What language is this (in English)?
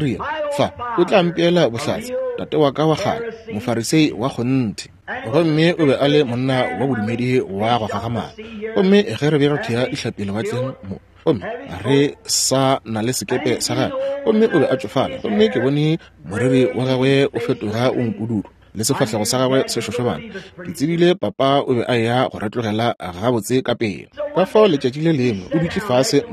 Northern Sotho